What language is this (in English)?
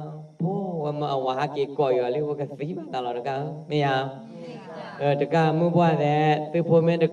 S'gaw Karen